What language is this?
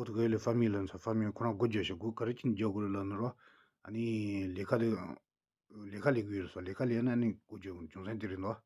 Tibetan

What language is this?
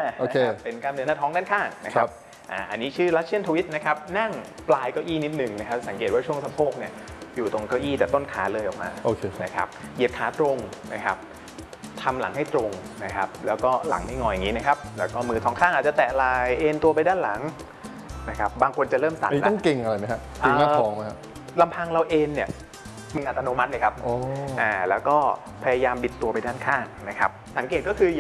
Thai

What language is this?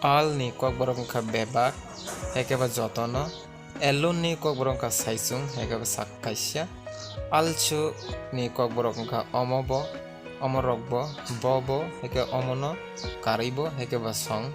Kok Borok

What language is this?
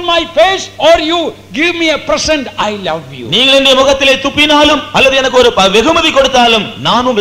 Tamil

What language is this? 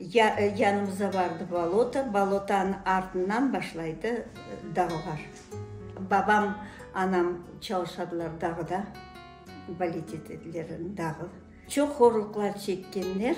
Crimean Tatar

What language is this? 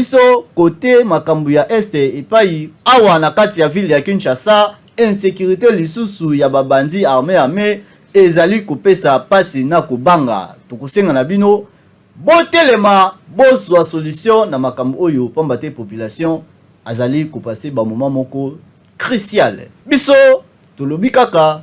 Lingala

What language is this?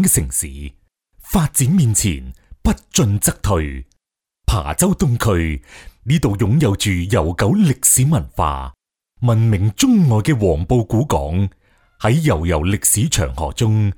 Cantonese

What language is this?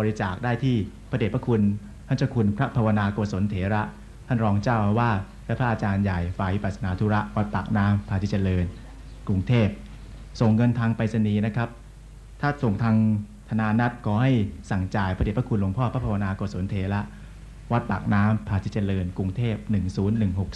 Thai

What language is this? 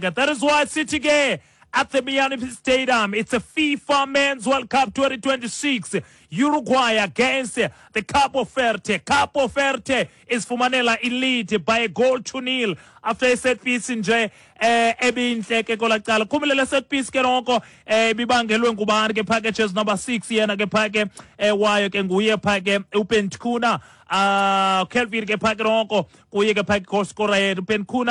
Xhosa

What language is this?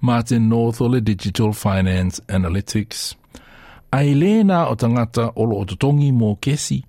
Samoan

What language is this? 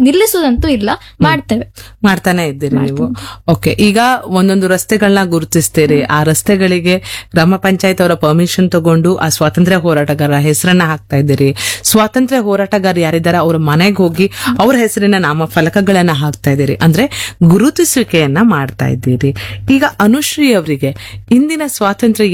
Kannada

